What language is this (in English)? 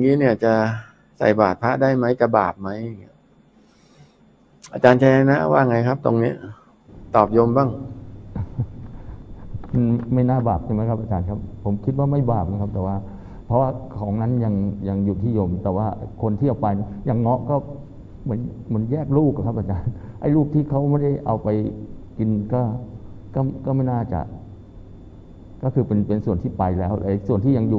Thai